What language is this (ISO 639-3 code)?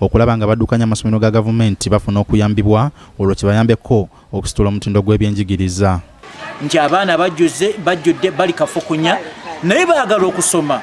lug